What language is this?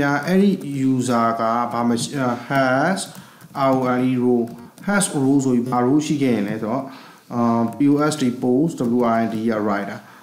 Burmese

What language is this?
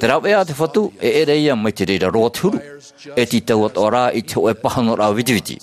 Tahitian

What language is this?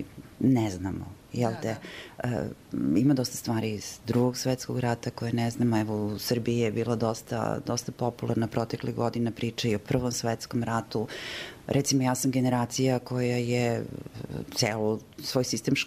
Bosnian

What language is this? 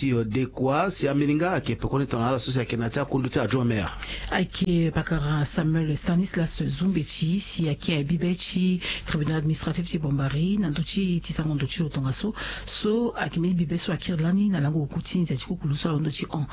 Sango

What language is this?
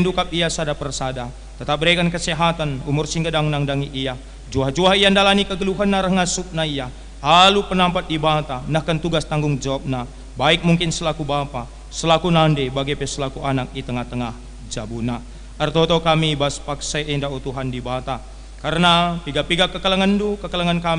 Batak Karo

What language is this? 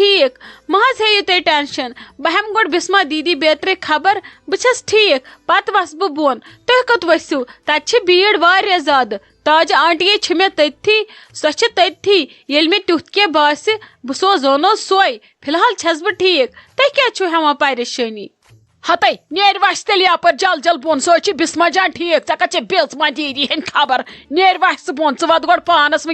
Kashmiri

